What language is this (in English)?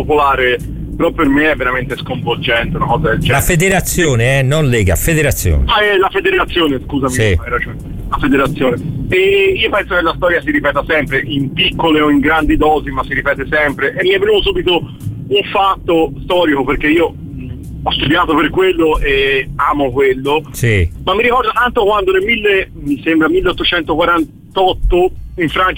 Italian